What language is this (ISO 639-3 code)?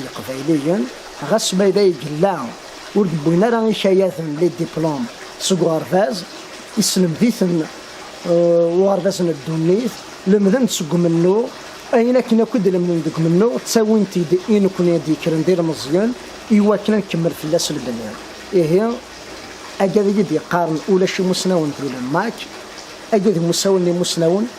kab